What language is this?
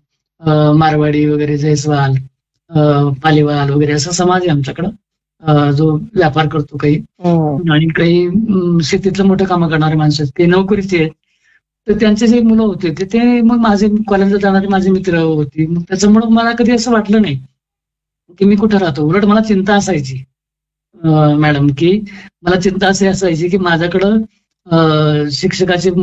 Marathi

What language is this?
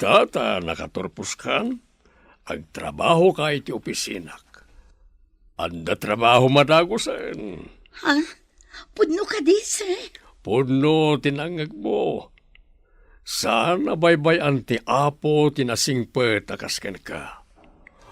Iloko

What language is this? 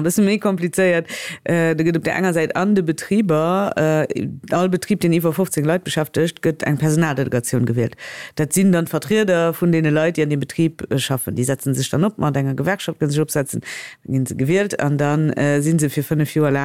Luxembourgish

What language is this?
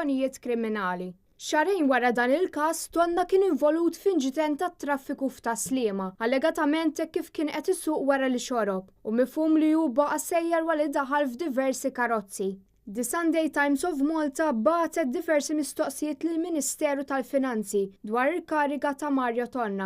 Maltese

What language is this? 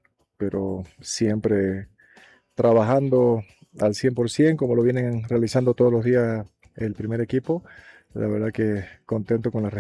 Spanish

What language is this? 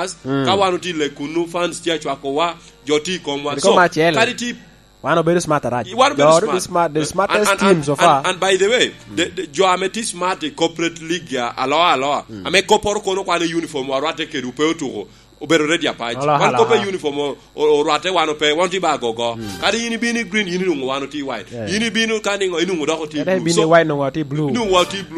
Lango (Uganda)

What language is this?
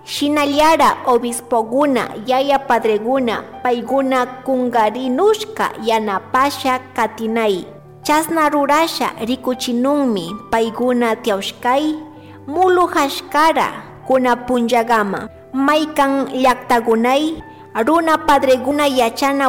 Chimborazo Highland Quichua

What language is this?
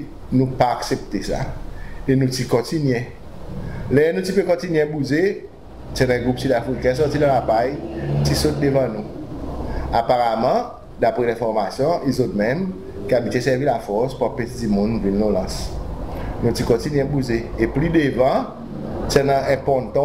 Seselwa Creole French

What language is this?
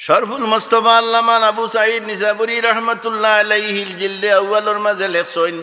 Sylheti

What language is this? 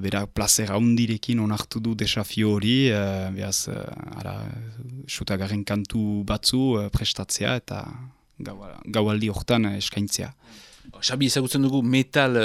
Basque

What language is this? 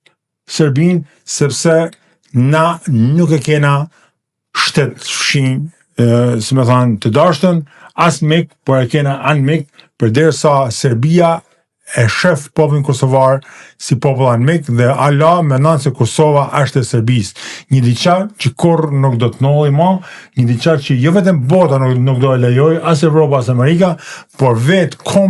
Albanian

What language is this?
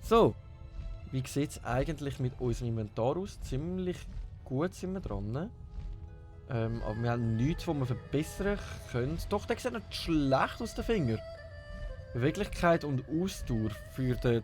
Swiss German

